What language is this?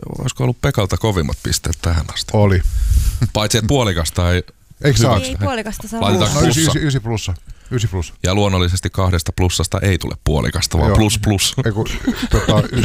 Finnish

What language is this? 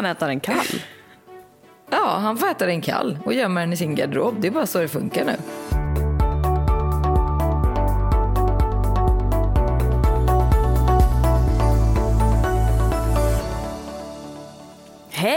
Swedish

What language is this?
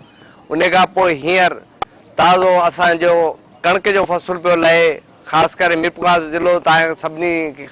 Sindhi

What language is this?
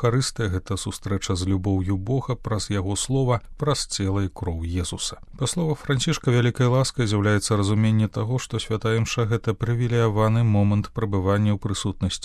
Belarusian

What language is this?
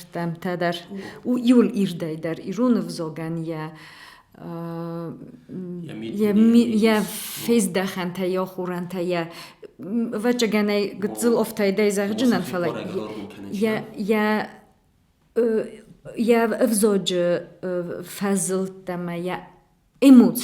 Ossetic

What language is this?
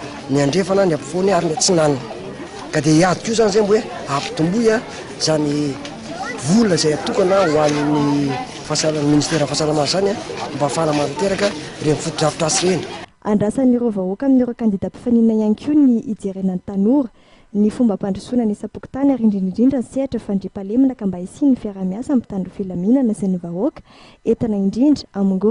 Malagasy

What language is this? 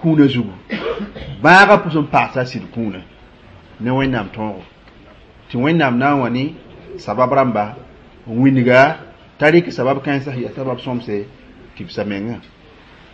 Mossi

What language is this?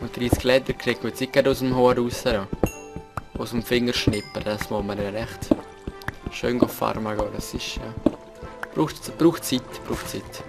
Swiss German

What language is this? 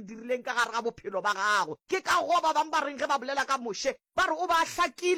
Northern Sotho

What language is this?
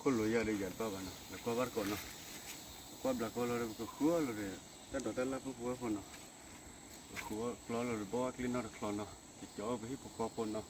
S'gaw Karen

